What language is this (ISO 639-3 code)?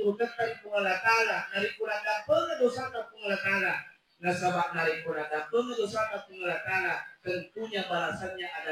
bug